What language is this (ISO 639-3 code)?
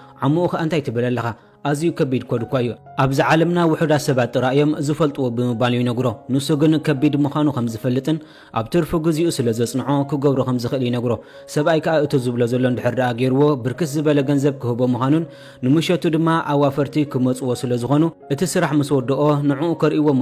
tir